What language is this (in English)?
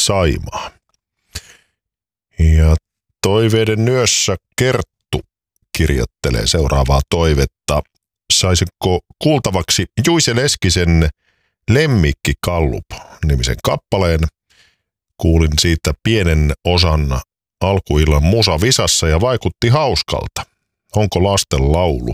Finnish